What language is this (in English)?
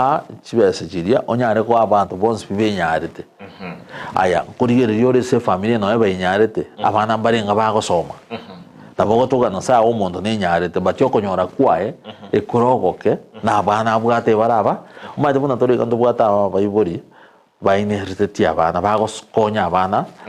Gusii